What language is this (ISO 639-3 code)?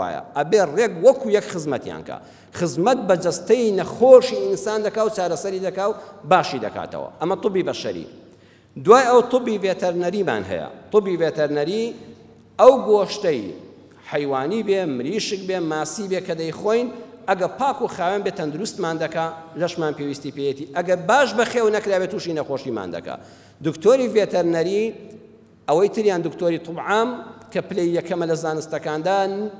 ckb